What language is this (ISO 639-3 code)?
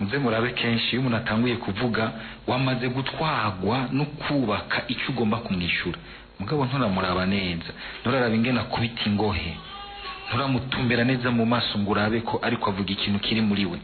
run